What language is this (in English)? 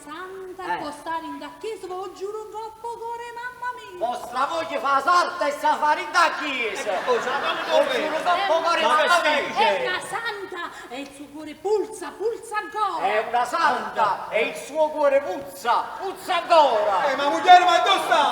Neapolitan